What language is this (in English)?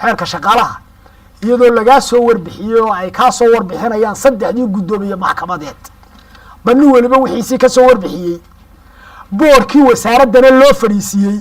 Somali